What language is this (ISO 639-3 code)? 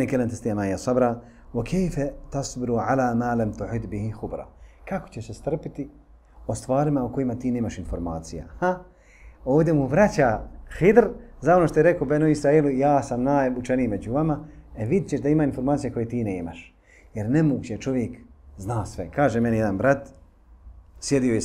bos